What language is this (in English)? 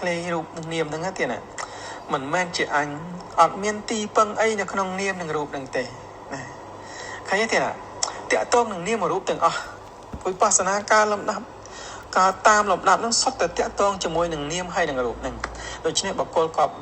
Khmer